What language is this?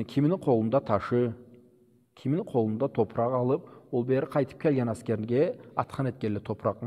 Karachay-Balkar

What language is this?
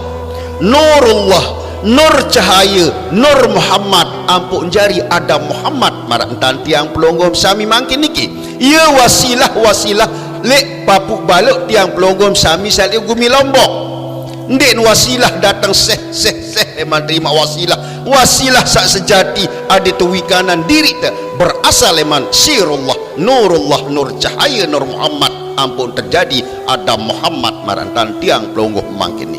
Sasak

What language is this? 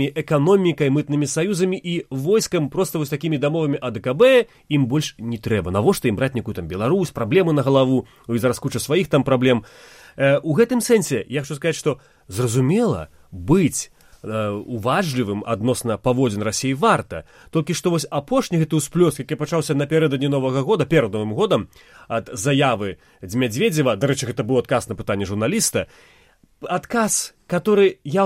Belarusian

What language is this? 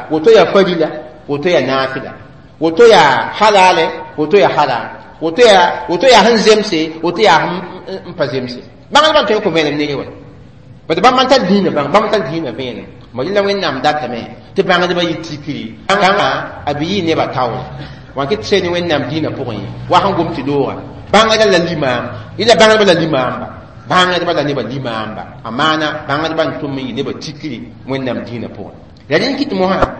Mossi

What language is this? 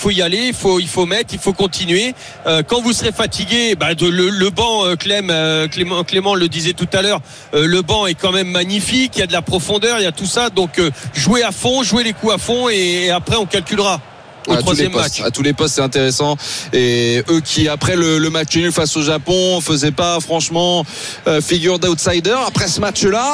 French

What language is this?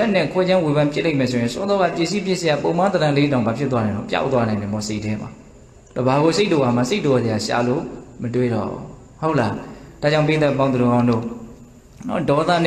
Burmese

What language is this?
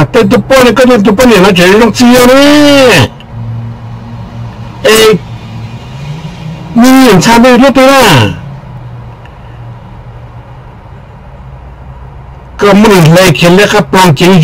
Vietnamese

